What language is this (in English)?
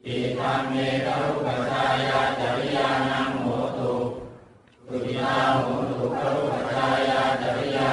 Pali